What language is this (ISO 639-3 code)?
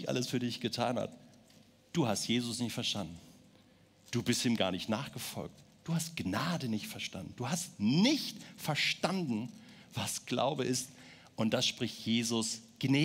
gsw